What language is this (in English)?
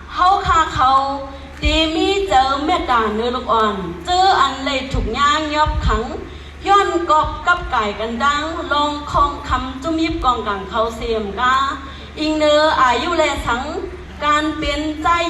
Shan